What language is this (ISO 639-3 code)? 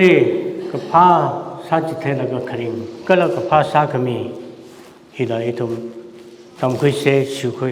nmf